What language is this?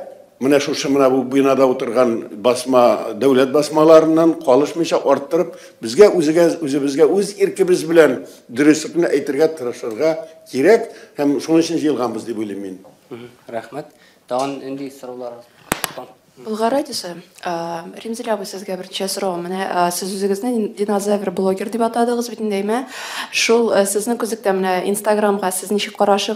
Tatar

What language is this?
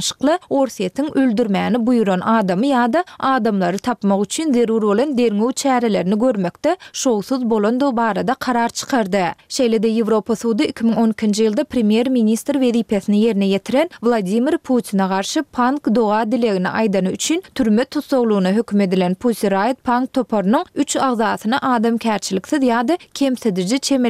Turkmen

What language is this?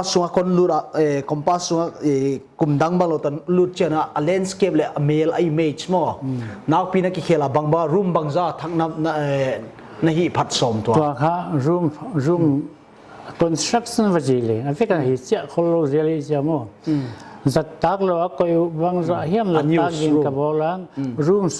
Paite Chin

